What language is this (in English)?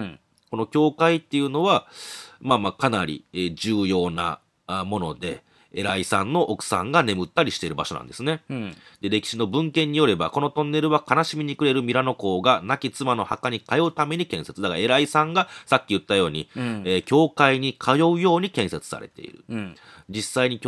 Japanese